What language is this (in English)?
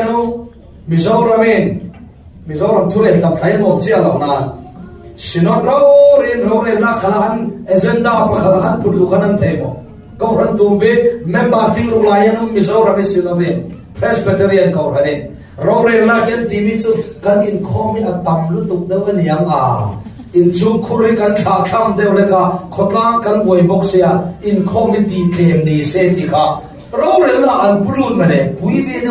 Falam Chin